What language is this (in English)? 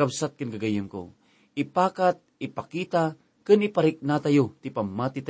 Iloko